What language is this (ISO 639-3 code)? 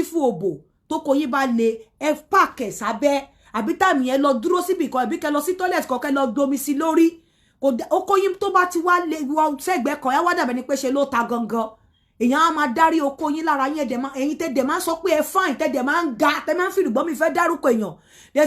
yor